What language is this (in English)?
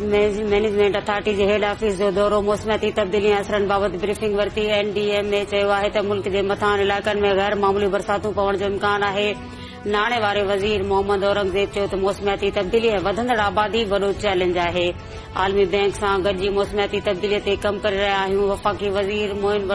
Sindhi